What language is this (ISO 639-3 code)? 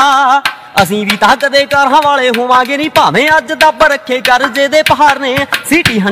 pan